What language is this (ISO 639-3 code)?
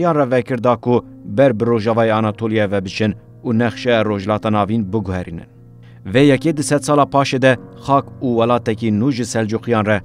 kur